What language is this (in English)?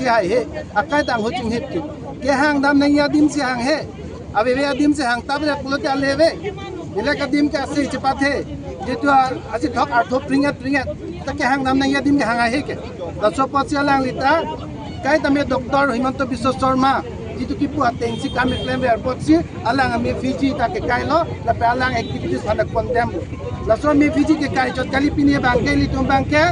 Karbi